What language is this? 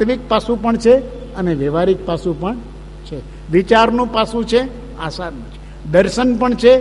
Gujarati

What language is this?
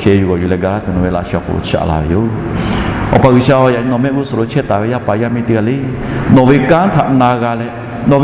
Lahu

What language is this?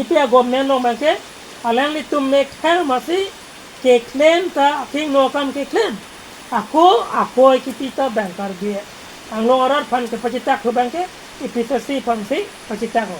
Karbi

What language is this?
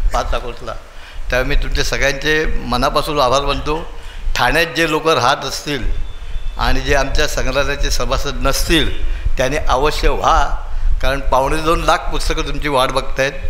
Marathi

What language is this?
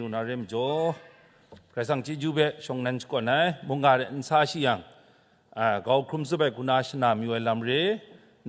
Kachin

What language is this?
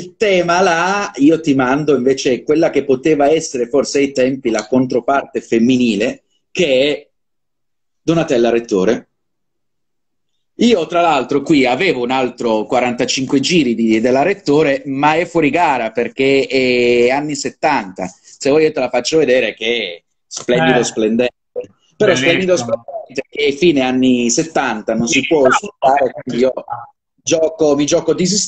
Italian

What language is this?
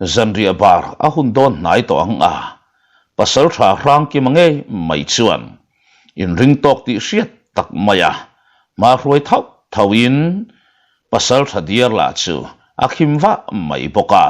Mizo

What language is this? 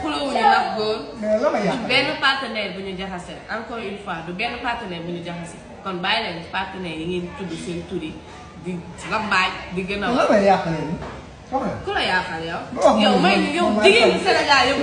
Wolof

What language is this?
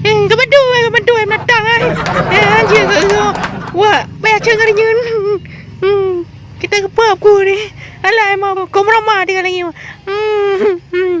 Achinese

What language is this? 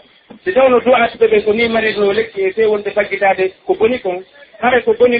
Pular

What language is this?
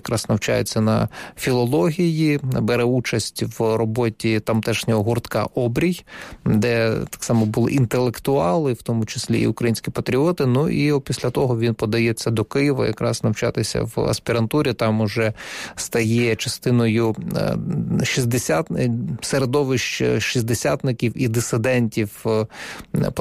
Ukrainian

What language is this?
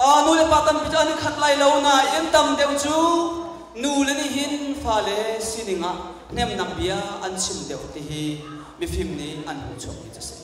Malagasy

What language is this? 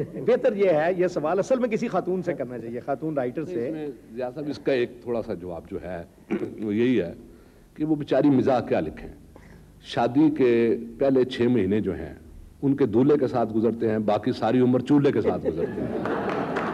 Urdu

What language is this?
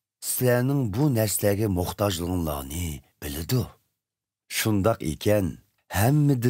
Uyghur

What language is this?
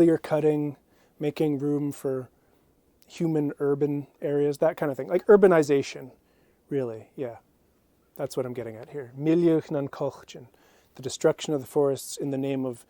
Scottish Gaelic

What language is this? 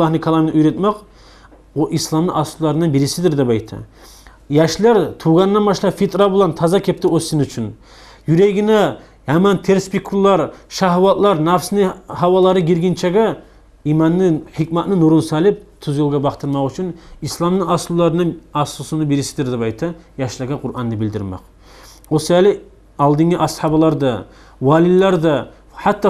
Kumyk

